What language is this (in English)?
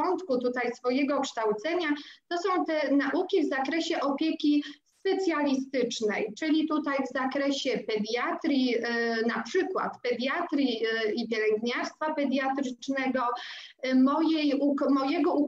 Polish